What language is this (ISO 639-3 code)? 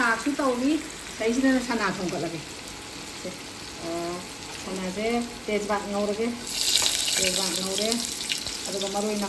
mni